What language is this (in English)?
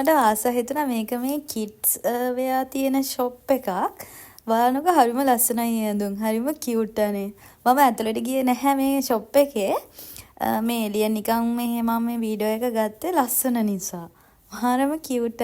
Sinhala